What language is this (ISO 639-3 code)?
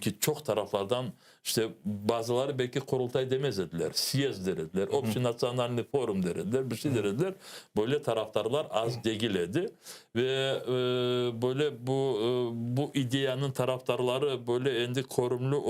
crh